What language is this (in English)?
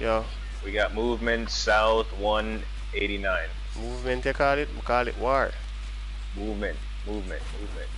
Jamaican Creole English